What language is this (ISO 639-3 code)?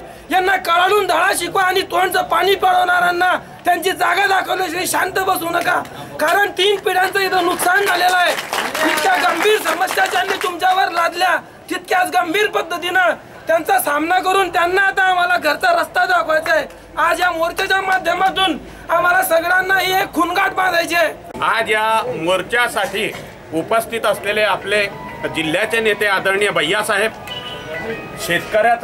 mar